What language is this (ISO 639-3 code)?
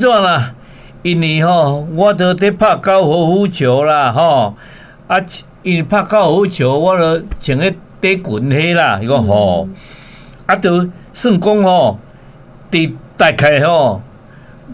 nan